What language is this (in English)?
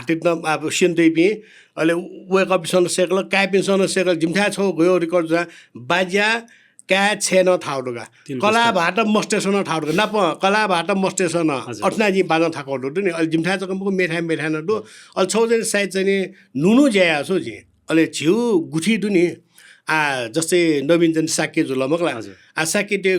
Newari